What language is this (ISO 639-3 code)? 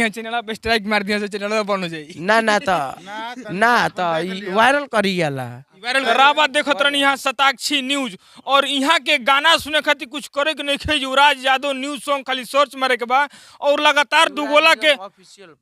bho